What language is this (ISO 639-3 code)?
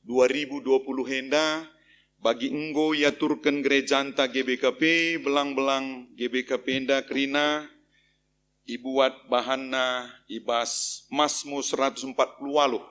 btx